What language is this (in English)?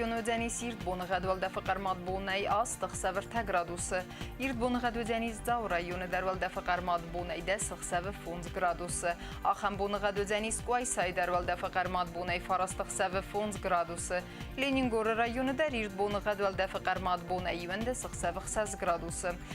Ossetic